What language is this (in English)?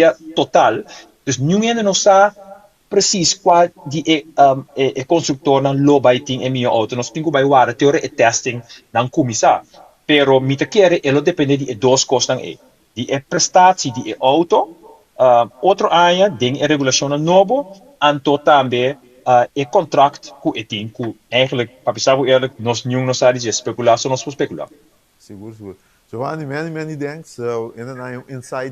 Papiamento